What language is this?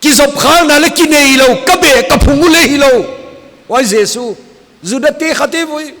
Paite Chin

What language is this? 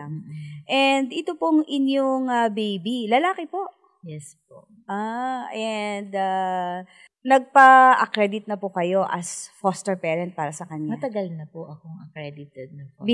Filipino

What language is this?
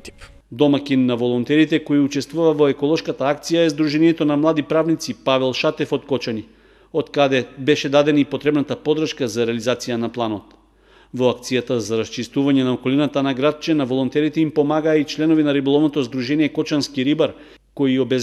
Macedonian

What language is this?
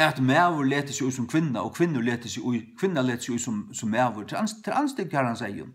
Faroese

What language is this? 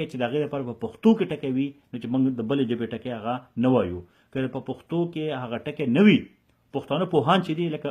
Pashto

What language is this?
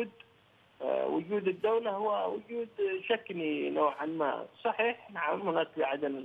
Arabic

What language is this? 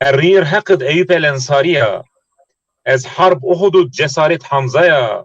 Zaza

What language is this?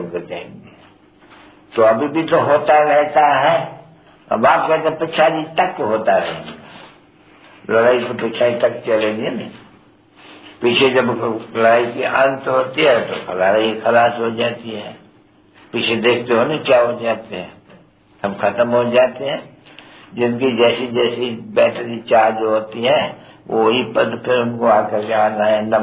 Hindi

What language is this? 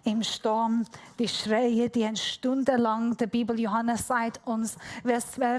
Swiss German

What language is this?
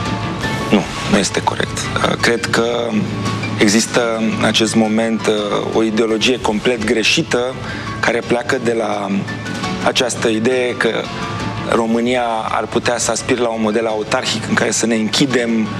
Romanian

